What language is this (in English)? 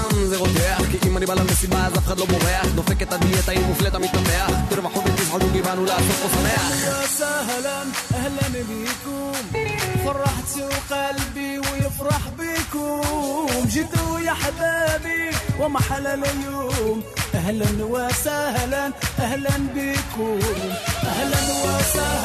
Hebrew